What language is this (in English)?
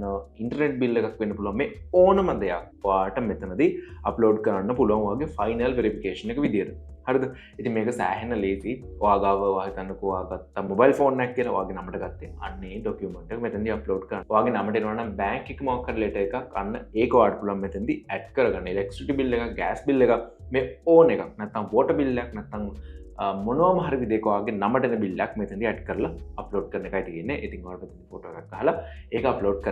Sinhala